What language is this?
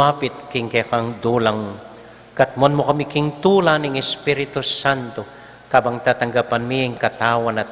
Pampanga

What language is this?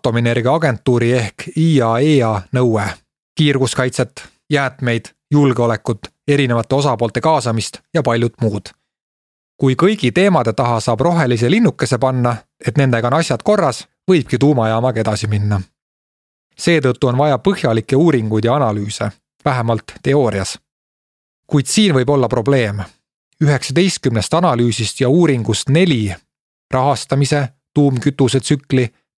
Estonian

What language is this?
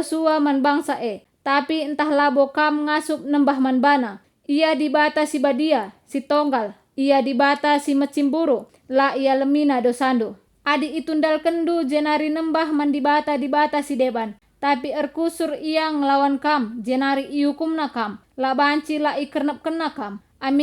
Batak Karo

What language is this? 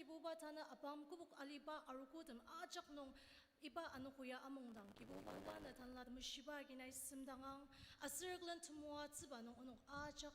Ao Naga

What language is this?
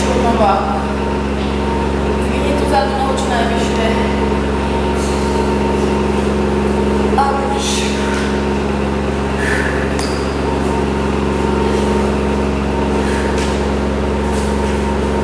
Slovak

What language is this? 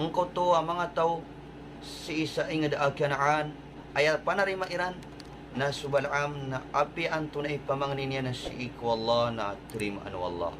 Maranao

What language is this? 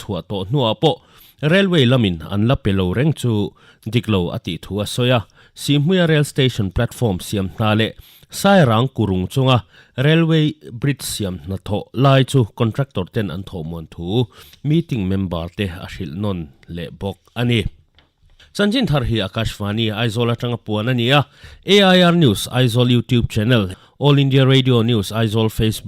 Mizo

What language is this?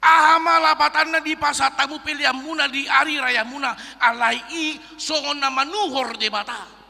Batak Toba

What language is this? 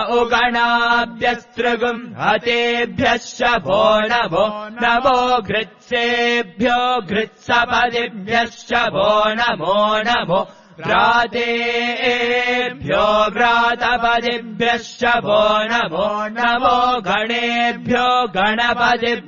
Sanskrit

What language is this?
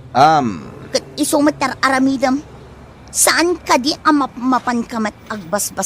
Iloko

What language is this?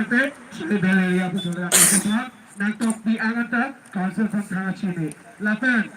Karbi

